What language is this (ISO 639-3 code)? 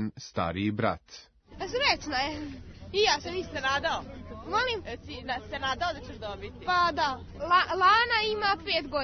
srp